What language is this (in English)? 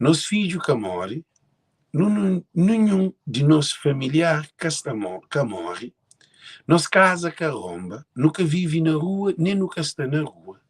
Kabuverdianu